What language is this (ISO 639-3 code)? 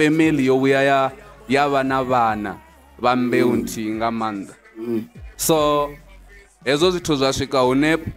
ven